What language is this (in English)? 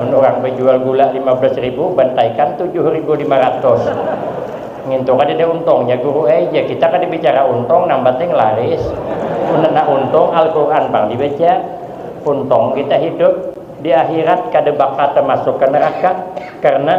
Banjar